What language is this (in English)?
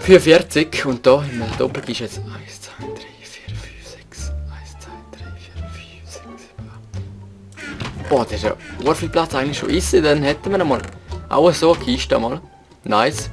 Swiss German